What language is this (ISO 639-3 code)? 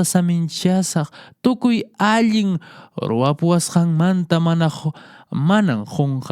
que